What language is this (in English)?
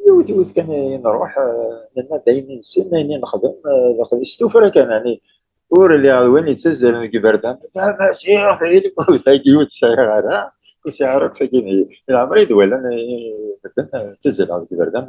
Kabyle